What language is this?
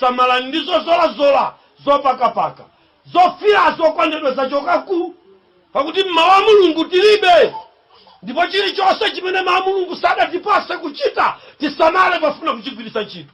Nyanja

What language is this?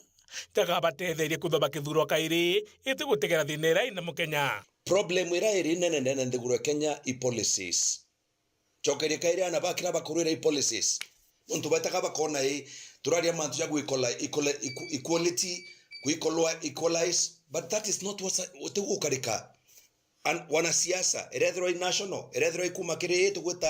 Meru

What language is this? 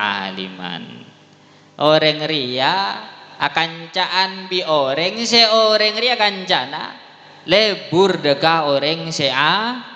Madurese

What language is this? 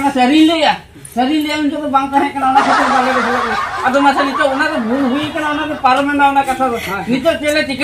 Santali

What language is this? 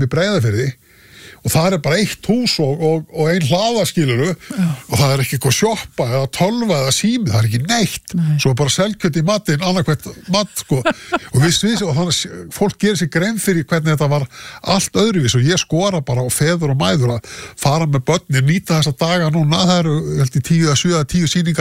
Icelandic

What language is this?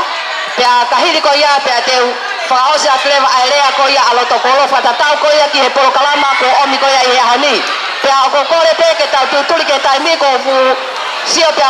Tongan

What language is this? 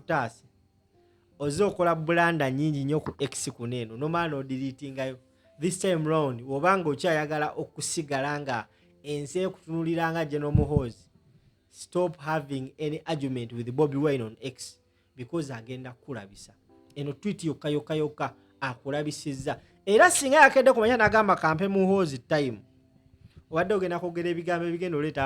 Ganda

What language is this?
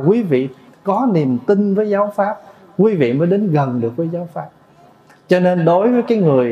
Vietnamese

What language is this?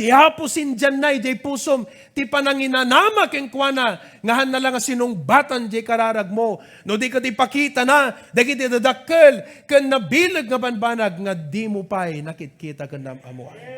Iloko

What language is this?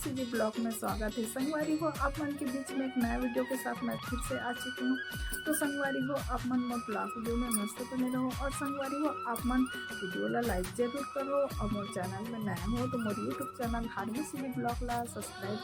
Chhattisgarhi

